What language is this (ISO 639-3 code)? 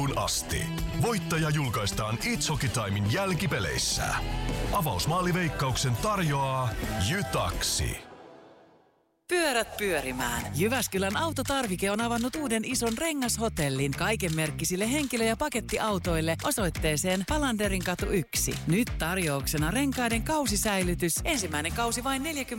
fin